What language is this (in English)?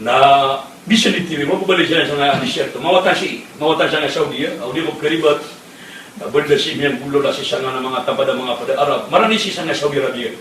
Maranao